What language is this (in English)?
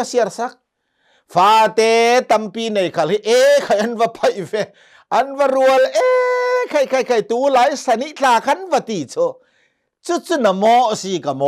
Hakha Chin